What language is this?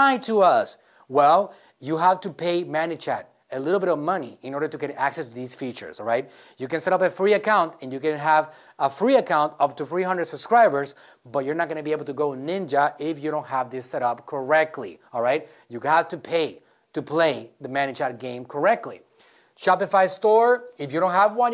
English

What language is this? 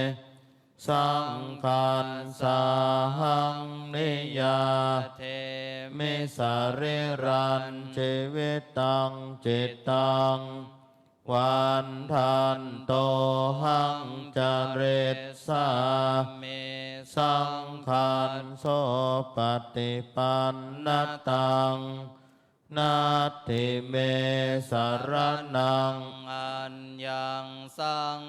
Pali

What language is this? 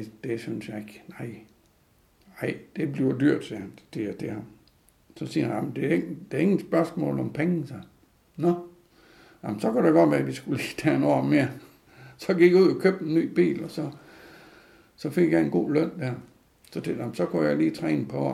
Danish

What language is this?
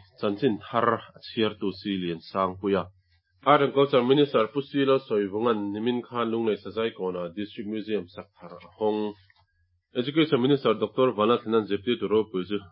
Mizo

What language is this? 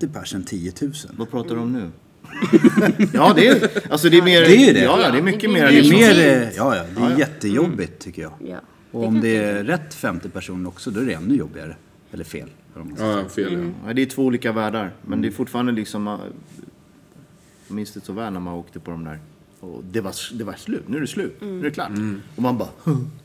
Swedish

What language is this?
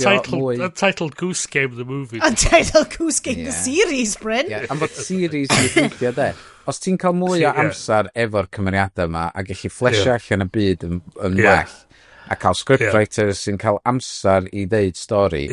Welsh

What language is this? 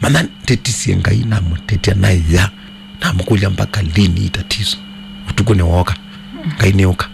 Kamba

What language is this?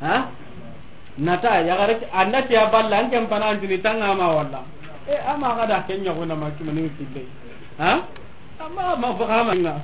Soninke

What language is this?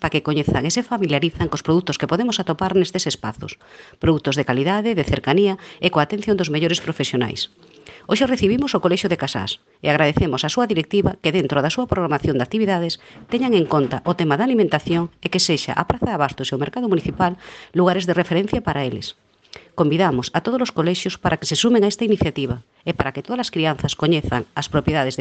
Galician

